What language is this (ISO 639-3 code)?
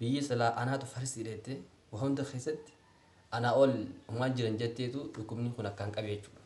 orm